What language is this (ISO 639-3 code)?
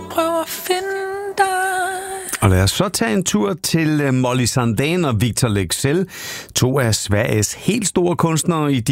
dan